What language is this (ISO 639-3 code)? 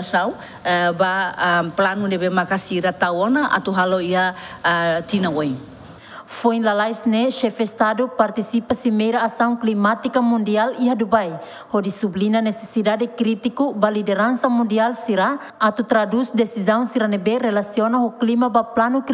tet